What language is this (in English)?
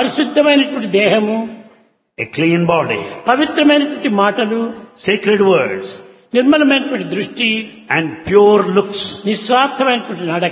Telugu